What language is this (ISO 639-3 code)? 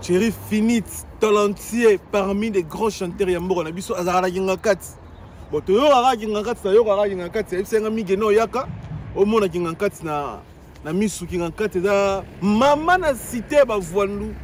lin